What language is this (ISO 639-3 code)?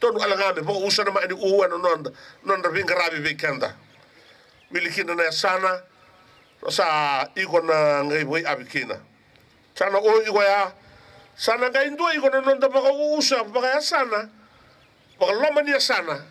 fij